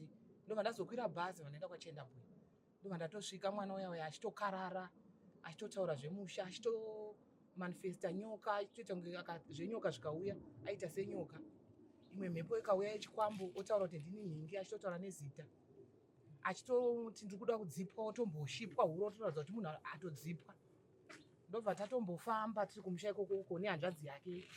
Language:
Shona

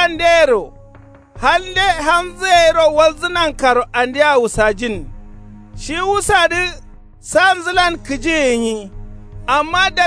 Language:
Kanuri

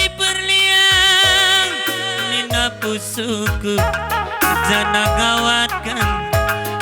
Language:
Batak Karo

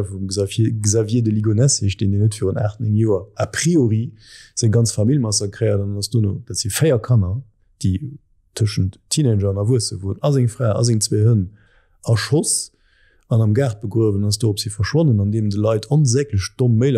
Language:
Luxembourgish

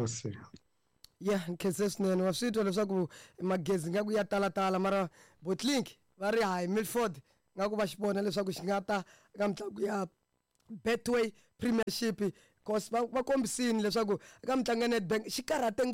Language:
Tsonga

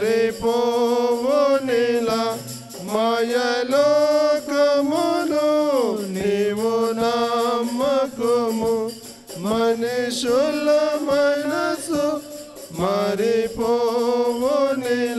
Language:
Telugu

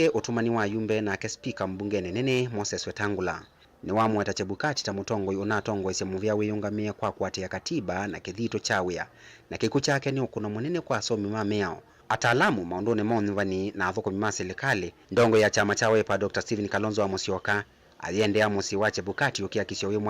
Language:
Kamba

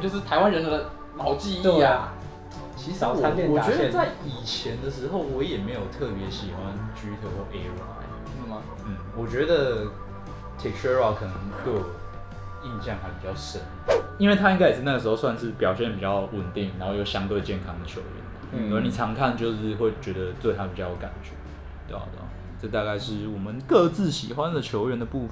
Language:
Chinese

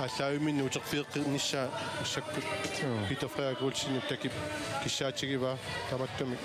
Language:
Kalaallisut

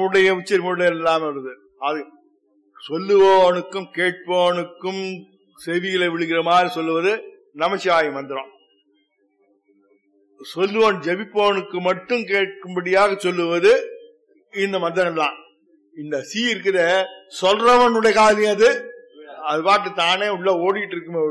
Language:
Tamil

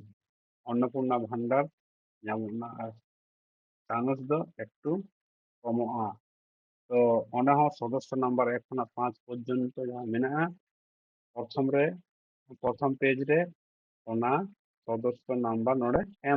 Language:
Santali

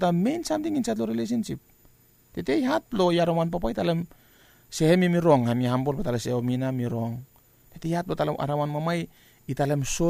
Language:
Bislama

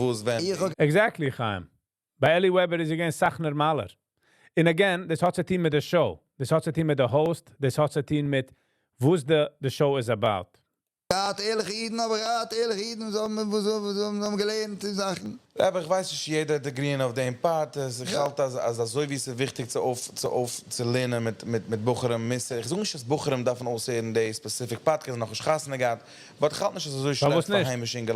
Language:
Yiddish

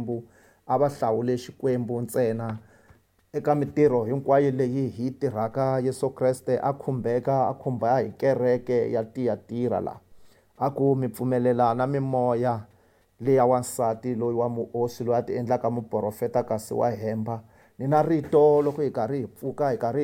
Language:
Tsonga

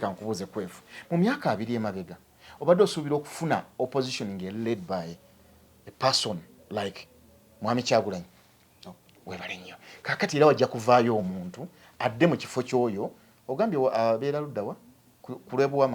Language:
Ganda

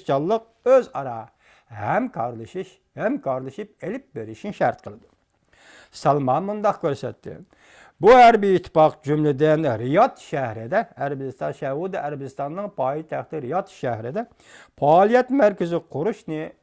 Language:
Uyghur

